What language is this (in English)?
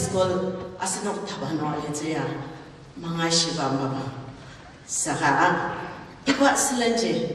Ao Naga